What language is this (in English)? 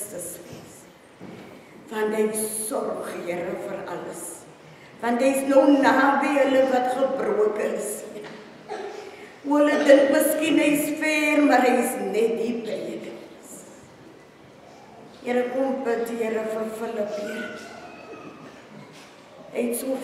Afrikaans